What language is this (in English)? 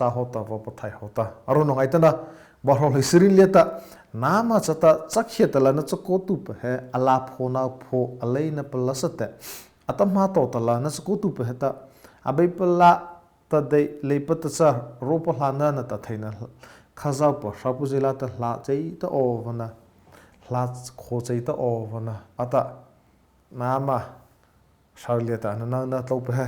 Mara Chin